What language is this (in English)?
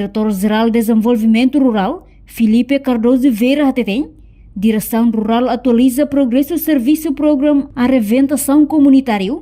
Tetum